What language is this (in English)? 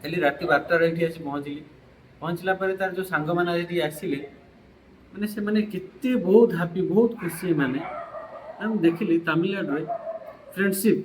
Odia